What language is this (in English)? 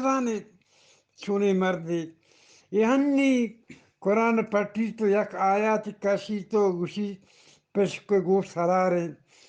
Eastern Balochi